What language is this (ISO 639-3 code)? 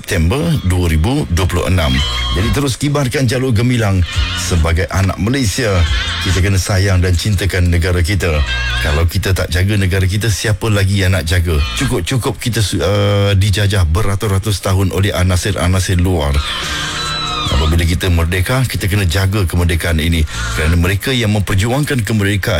msa